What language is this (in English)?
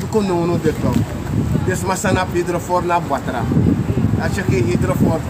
Sranan Tongo